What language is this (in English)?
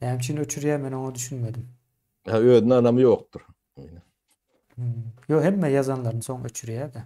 Turkmen